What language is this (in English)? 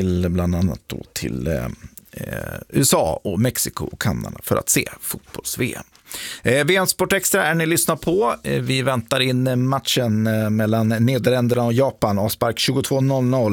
Swedish